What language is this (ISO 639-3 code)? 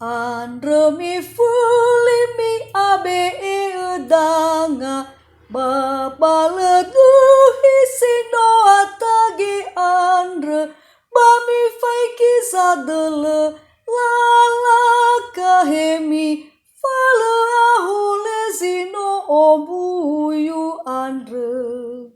nia